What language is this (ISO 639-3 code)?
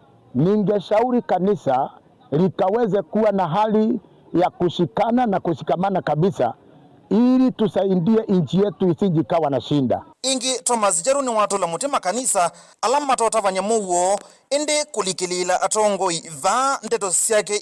kam